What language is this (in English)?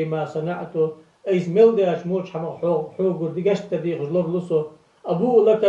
Ingush